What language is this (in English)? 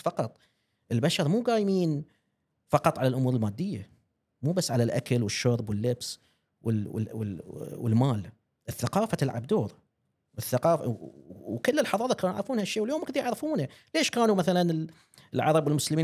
Gulf Arabic